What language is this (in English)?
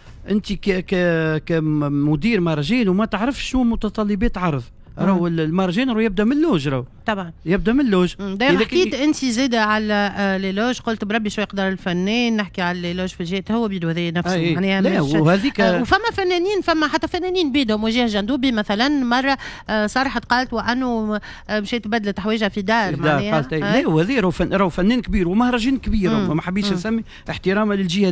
Tunisian Arabic